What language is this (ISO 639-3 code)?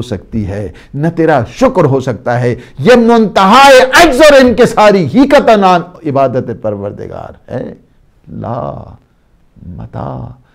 urd